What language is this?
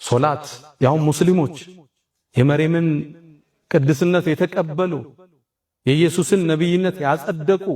Amharic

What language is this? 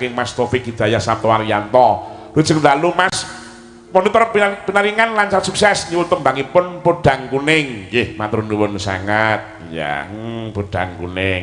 Javanese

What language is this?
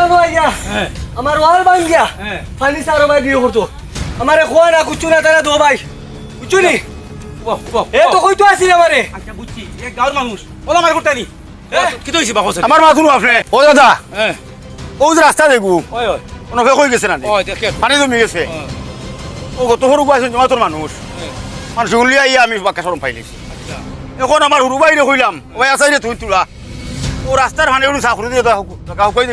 Sylheti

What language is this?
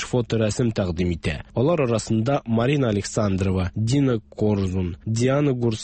Tatar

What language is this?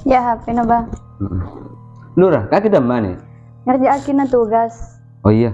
Madurese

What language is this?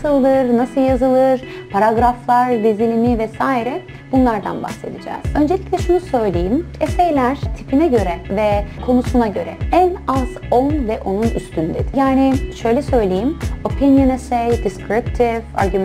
Turkish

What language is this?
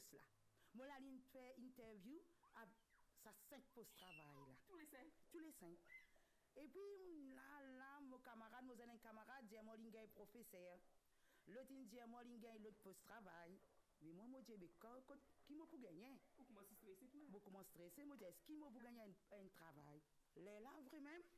Morisyen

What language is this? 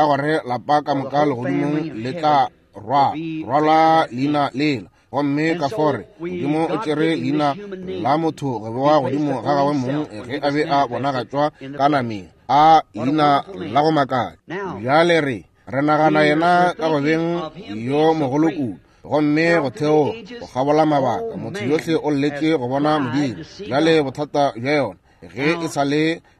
Northern Sotho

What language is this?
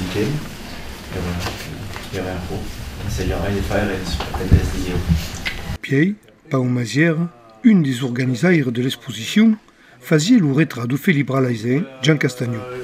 Occitan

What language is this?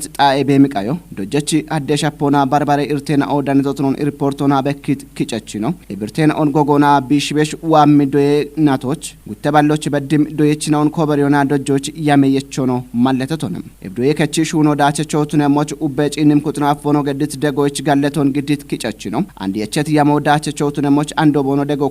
Kafa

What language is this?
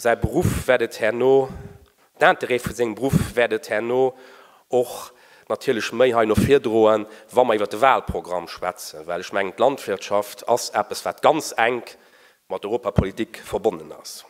Luxembourgish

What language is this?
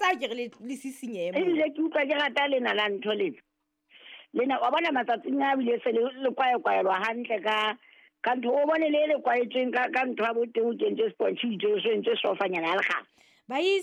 Southern Sotho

